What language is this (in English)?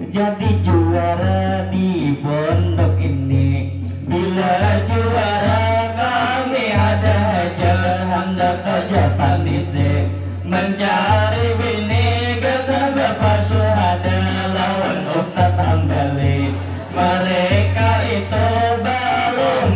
Banjar